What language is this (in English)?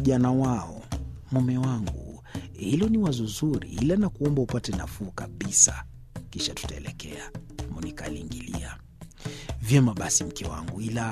Swahili